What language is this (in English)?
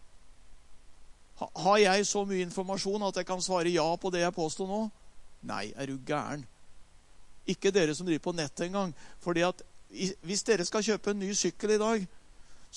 Norwegian